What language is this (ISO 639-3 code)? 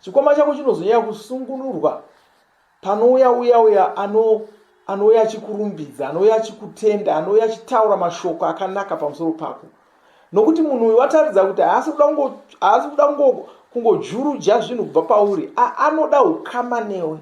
sna